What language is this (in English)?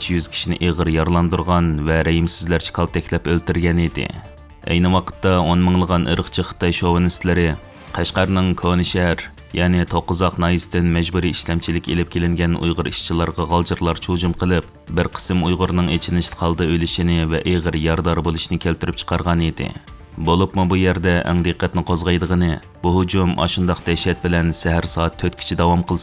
Uyghur